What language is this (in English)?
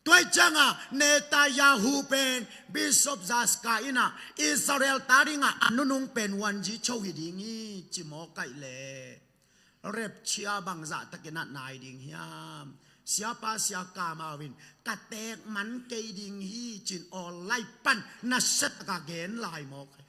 Tedim Chin